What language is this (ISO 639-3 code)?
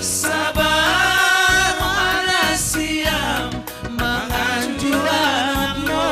bts